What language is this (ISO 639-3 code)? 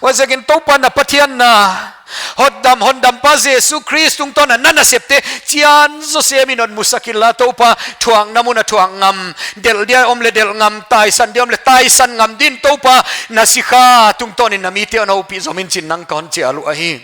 pck